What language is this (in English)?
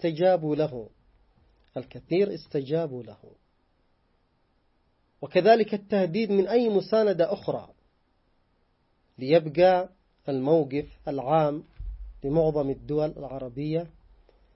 Arabic